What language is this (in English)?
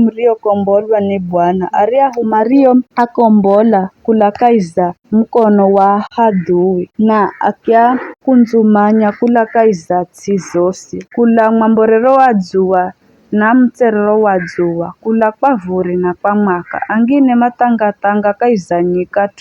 Giryama